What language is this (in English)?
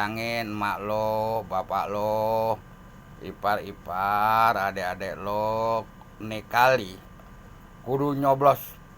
Betawi